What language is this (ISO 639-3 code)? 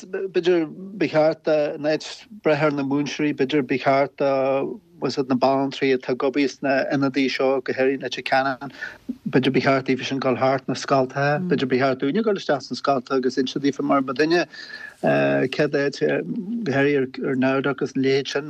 gle